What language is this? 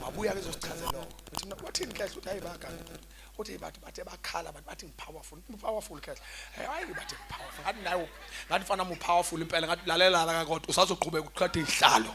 Zulu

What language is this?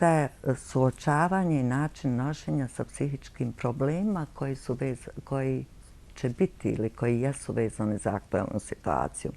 Bosnian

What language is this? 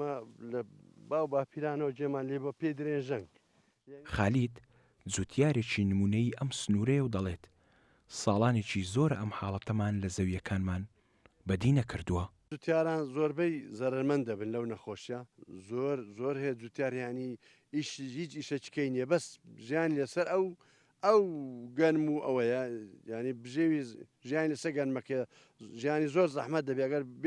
Central Kurdish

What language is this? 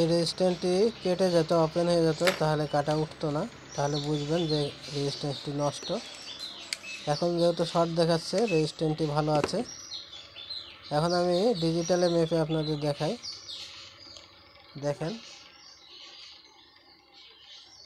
Bangla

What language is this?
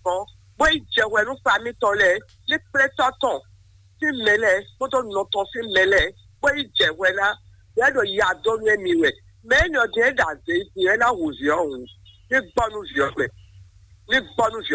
Fon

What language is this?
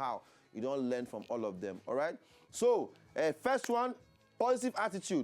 Nigerian Pidgin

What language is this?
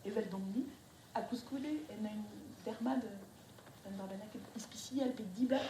Breton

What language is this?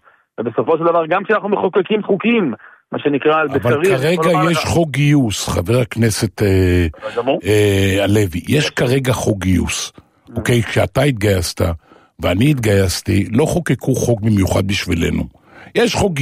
Hebrew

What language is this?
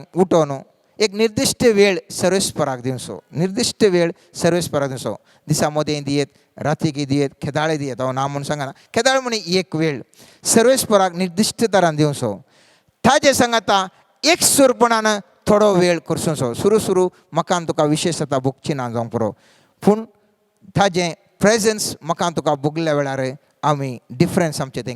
Konkani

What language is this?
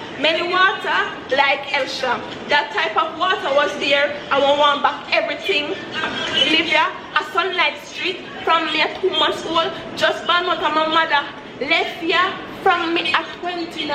Jamaican Creole English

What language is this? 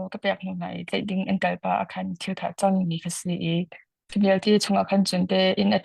Hakha Chin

